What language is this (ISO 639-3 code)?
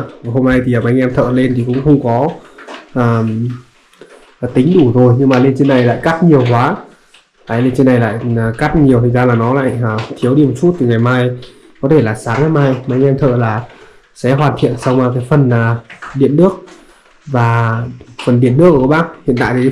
vie